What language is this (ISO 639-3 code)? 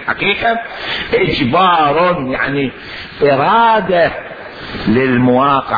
acm